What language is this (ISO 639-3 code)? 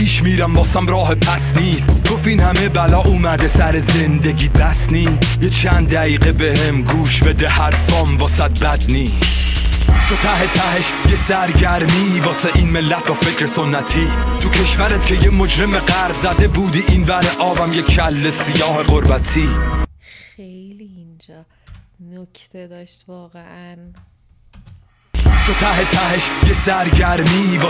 fas